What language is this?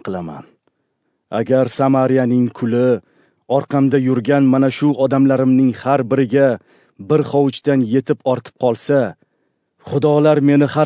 Uzbek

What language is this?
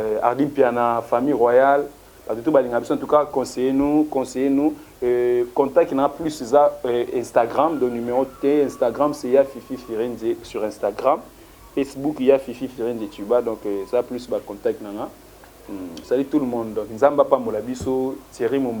Lingala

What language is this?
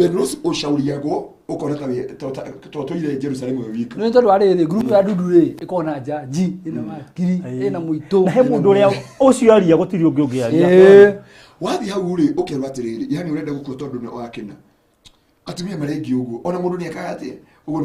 Kikuyu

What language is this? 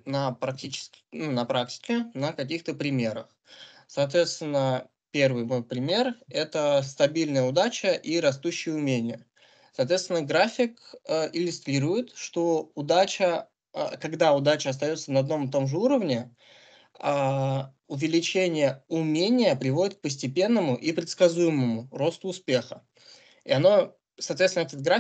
Russian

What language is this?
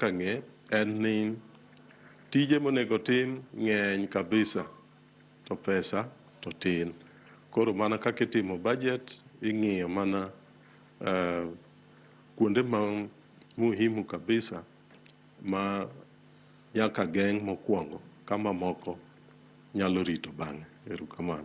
Luo (Kenya and Tanzania)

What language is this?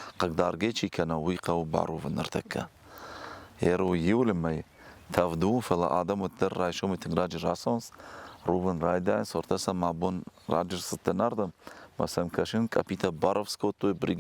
Ossetic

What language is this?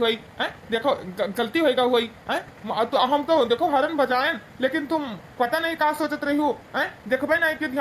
Awadhi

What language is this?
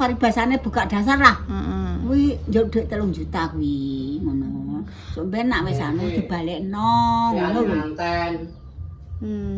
Javanese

